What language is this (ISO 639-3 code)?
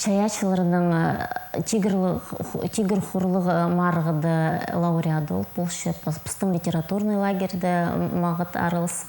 kjh